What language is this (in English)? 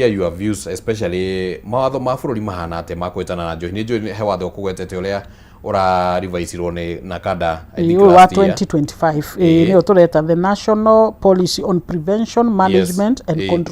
Kikuyu